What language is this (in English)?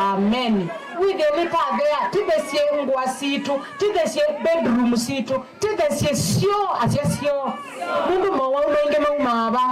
Kamba